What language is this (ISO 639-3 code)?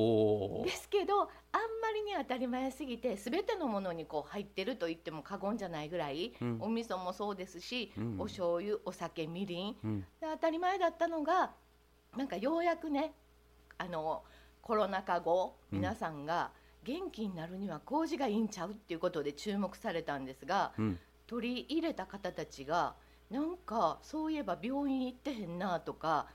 jpn